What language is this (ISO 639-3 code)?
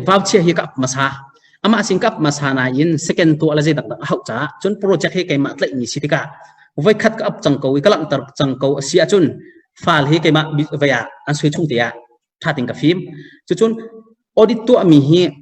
cnh